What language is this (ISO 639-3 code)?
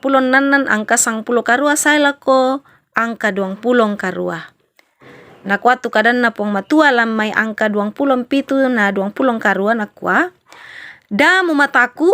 sda